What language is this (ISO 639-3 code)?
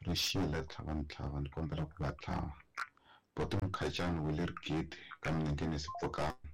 tso